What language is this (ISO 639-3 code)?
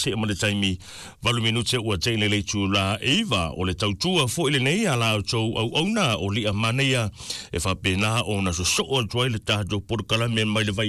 smo